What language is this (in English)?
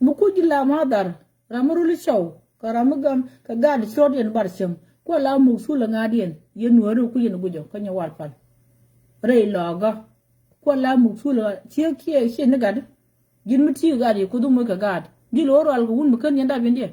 Nuer